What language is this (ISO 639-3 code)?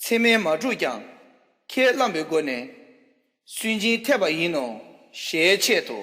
bod